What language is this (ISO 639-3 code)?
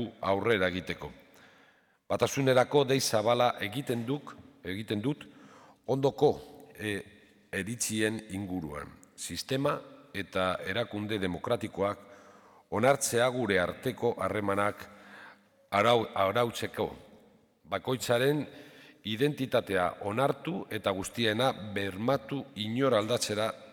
eus